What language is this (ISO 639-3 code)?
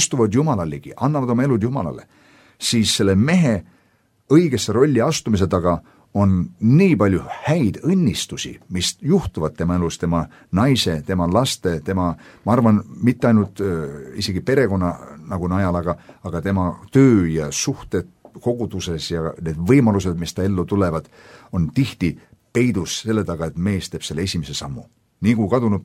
est